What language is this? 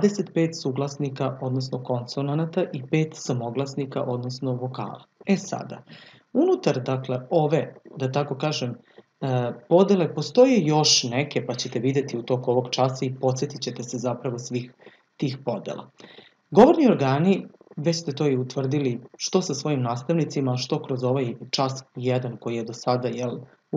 Serbian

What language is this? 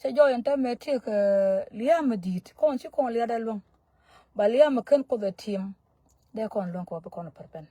Nuer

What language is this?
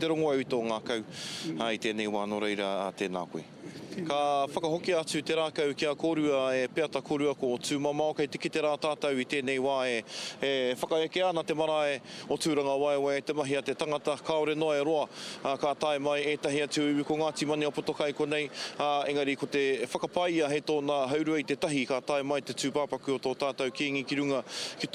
Māori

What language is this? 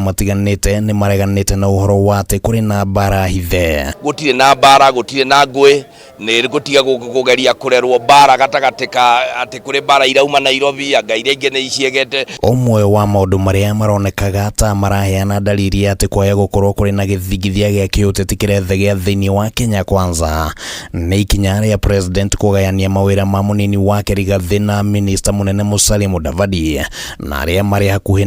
Kikuyu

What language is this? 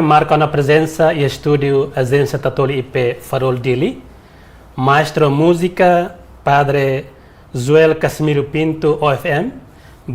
Tetum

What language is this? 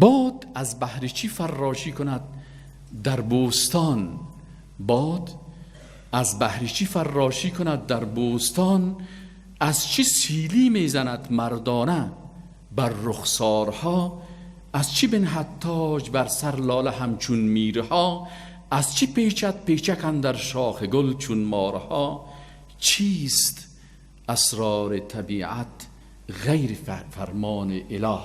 Persian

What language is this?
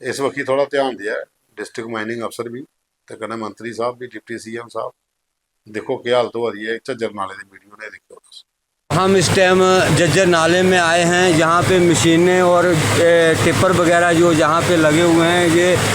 Dogri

